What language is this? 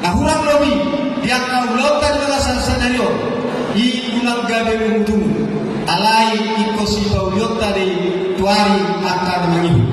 Batak Toba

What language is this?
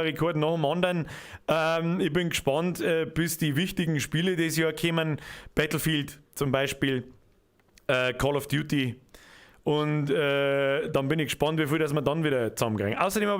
Bavarian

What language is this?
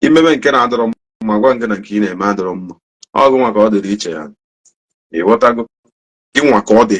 Igbo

